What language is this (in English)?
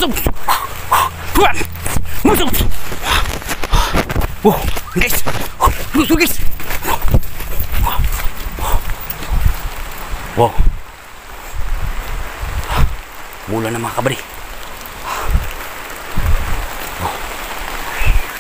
Filipino